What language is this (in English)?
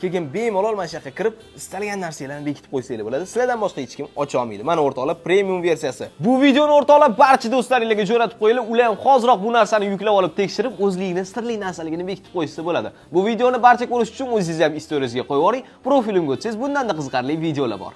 Uzbek